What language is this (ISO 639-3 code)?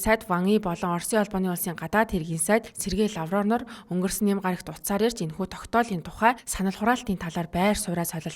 mon